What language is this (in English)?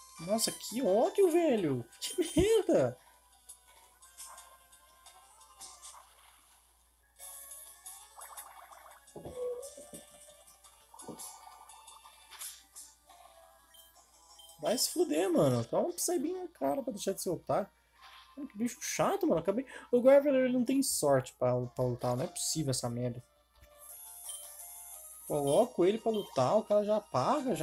Portuguese